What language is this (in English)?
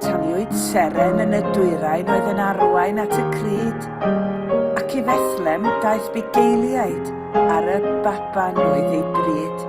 Welsh